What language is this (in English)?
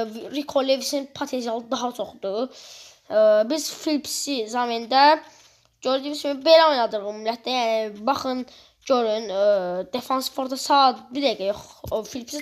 Azerbaijani